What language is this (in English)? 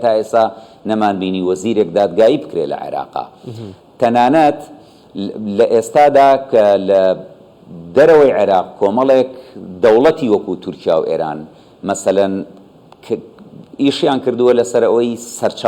Central Kurdish